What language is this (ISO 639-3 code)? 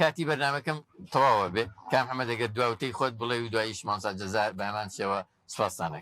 ckb